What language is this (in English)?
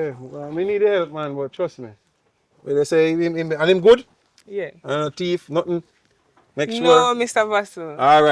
Jamaican Creole English